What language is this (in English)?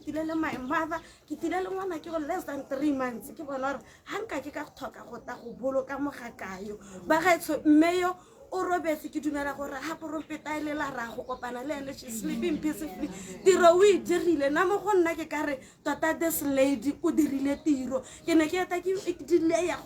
Tswana